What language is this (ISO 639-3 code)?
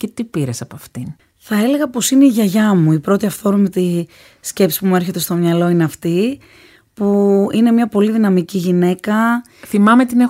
ell